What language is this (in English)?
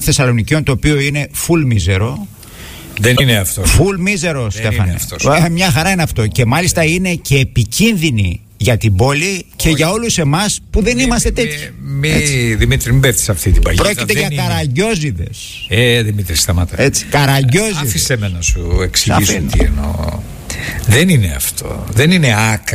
Greek